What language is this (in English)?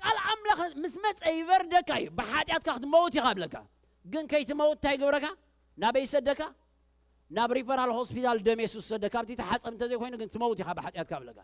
Tigrinya